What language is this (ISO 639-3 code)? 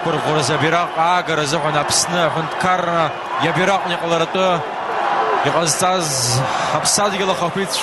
abk